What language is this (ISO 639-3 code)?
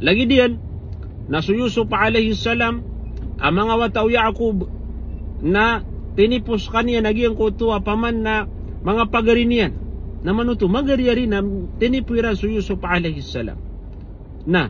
mrw